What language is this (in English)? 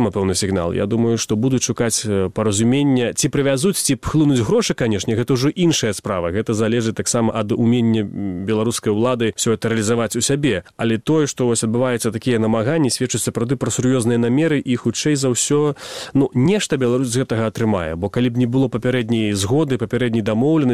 Belarusian